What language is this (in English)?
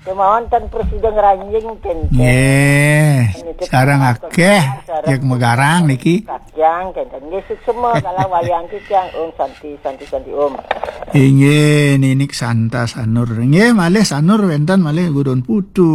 Balinese